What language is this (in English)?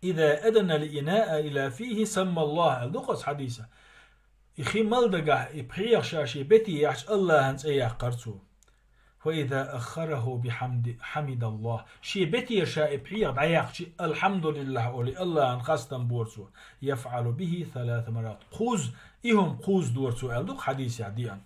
Chechen